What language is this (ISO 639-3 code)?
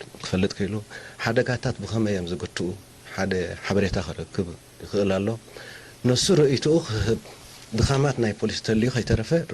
tir